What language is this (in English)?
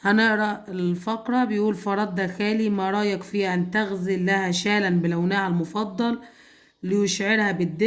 Egyptian Arabic